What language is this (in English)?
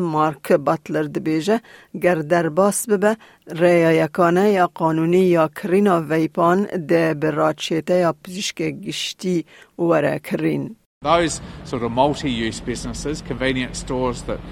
Kurdish